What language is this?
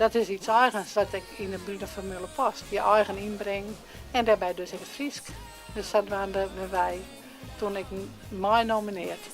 Western Frisian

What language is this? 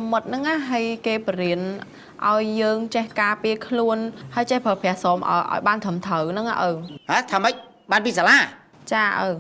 Khmer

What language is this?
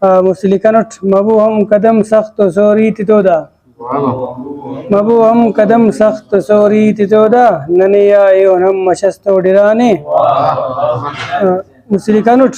Brahui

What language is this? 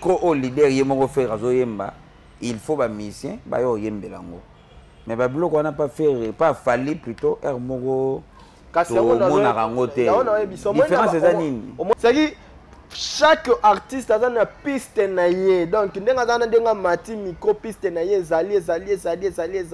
Lingala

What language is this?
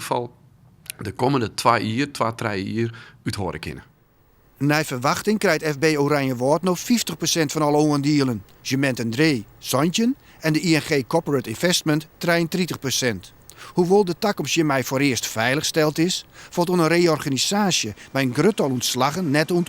Western Frisian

